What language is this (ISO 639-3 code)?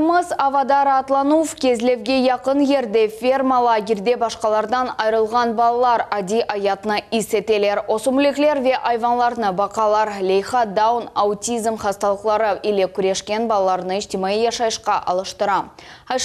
crh